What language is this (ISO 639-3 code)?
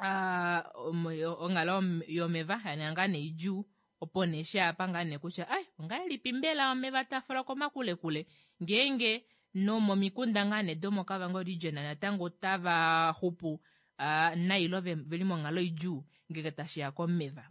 kua